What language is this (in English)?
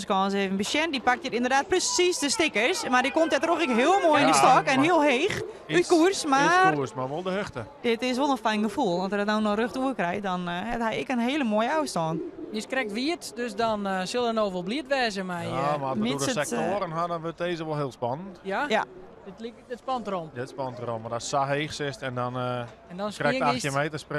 Western Frisian